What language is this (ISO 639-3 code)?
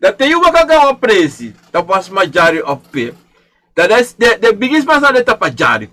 srn